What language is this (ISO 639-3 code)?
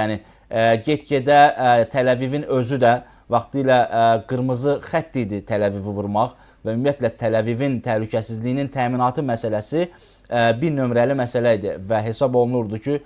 aze